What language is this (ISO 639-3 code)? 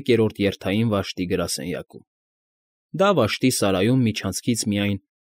hye